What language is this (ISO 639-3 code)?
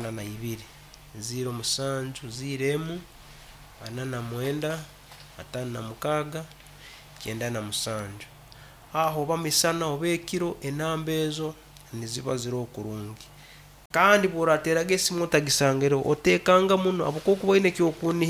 nyn